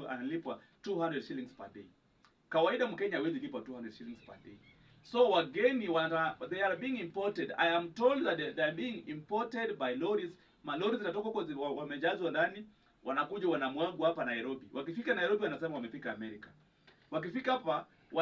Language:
Swahili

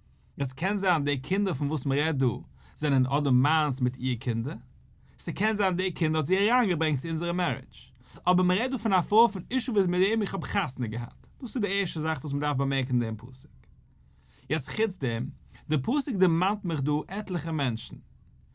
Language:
Yiddish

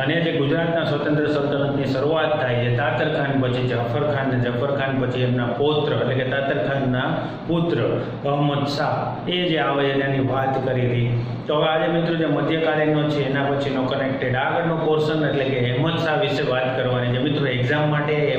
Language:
Gujarati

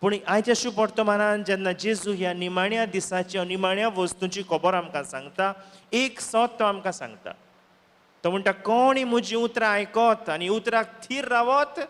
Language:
Konkani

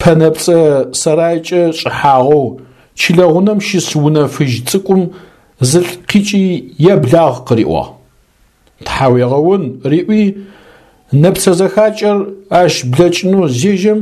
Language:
Adyghe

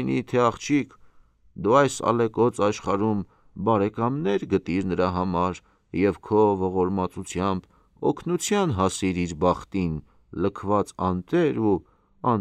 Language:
Armenian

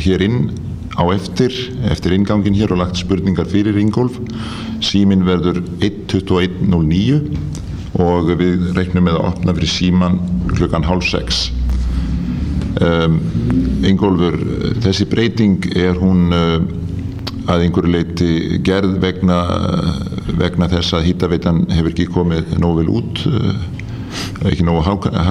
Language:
Icelandic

